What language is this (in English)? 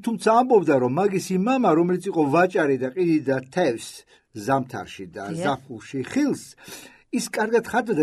Georgian